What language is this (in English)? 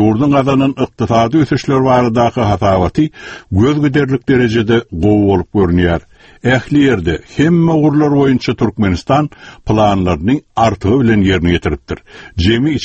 Turkmen